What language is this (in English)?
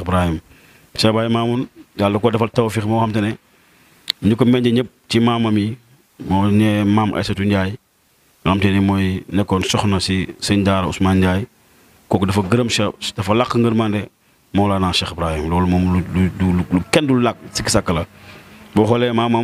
Wolof